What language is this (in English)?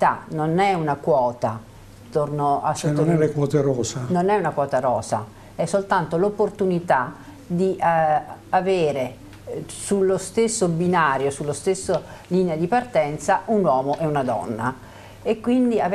Italian